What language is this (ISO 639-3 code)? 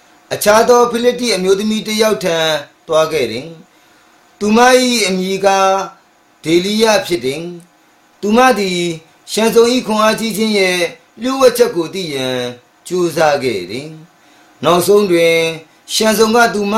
mya